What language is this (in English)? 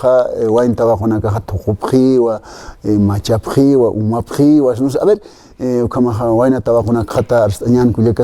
Aymara